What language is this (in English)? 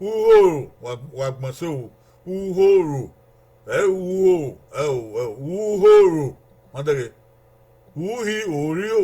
Bini